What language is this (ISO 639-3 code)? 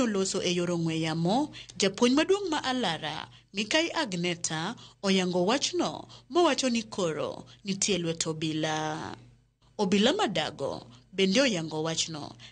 luo